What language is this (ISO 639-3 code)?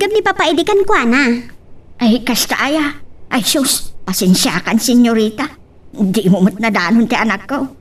ilo